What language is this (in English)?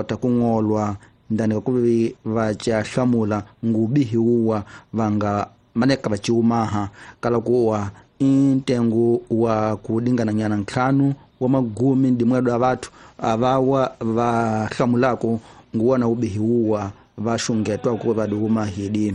Tsonga